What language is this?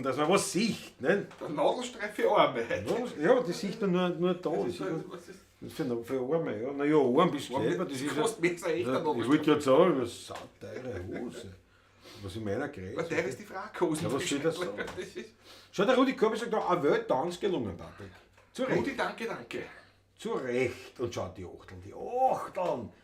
Bavarian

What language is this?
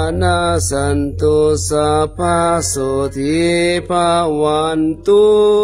Pali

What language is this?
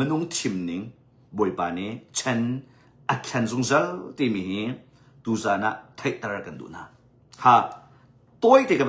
Hakha Chin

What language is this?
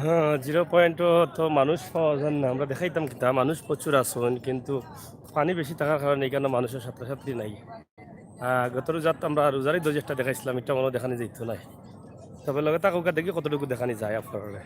Sylheti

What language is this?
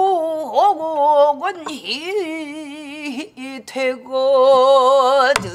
Korean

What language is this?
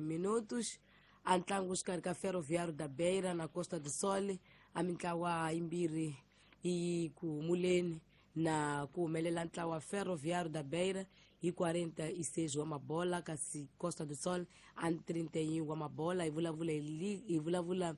Tsonga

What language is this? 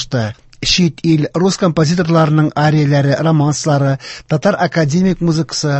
Tatar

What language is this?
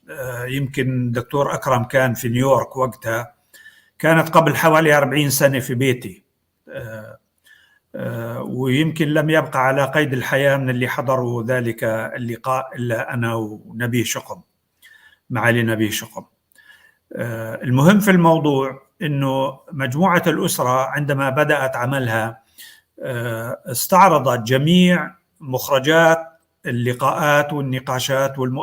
North Levantine Arabic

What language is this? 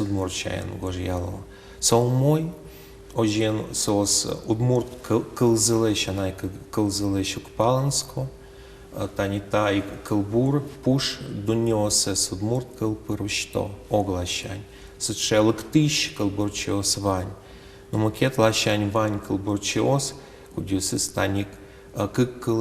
Udmurt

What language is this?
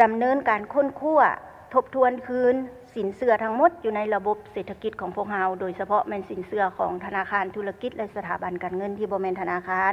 Lao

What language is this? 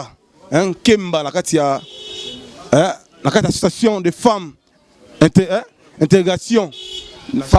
Lingala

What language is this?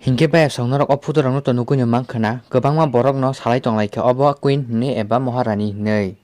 Kok Borok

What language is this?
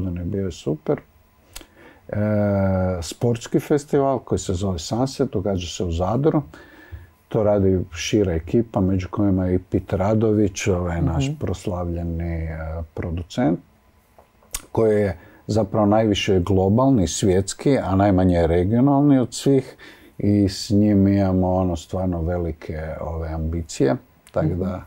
Croatian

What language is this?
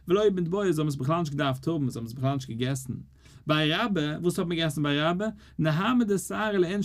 Yiddish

